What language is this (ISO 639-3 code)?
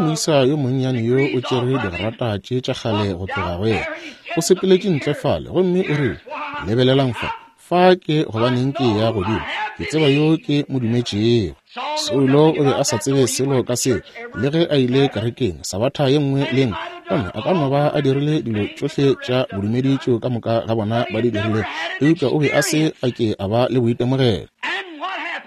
nso